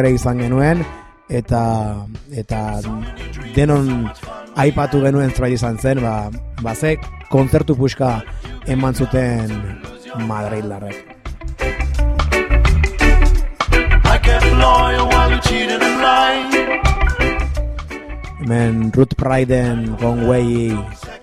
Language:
Basque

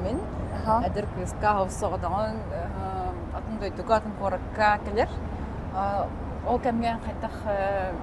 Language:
Yakut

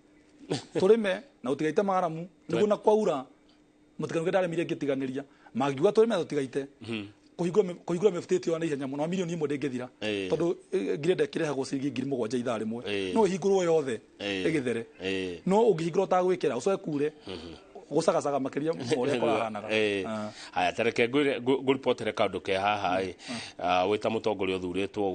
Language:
Kikuyu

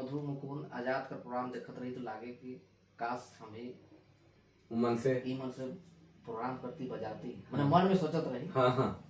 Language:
Sadri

